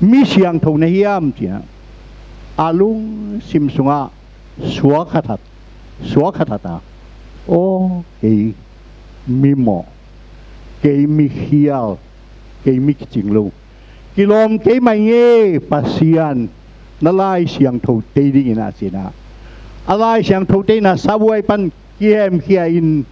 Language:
Tedim Chin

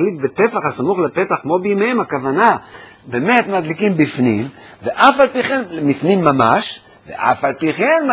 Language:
Hebrew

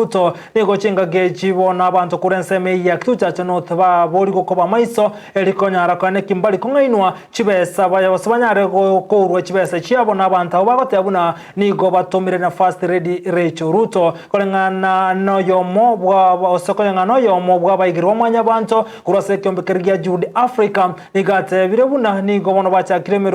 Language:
Gusii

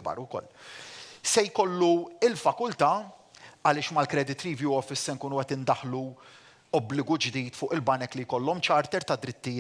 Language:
Maltese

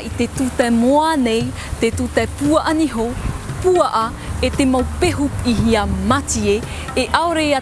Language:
Tahitian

